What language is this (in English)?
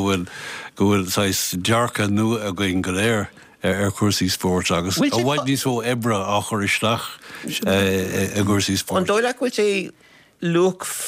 Irish